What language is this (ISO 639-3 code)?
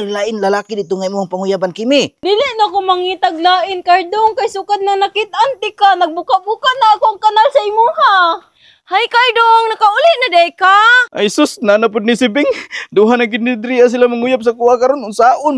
ceb